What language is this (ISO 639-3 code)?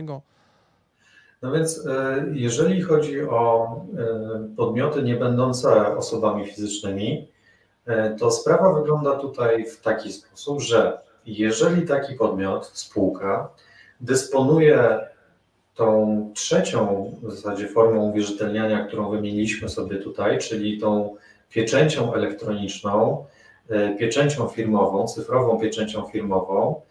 pol